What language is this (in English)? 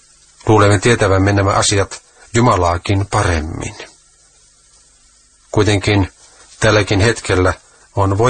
Finnish